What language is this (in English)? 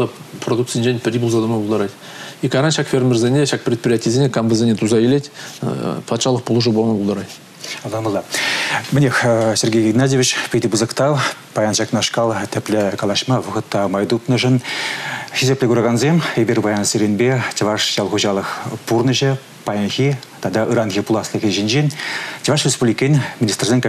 Chuvash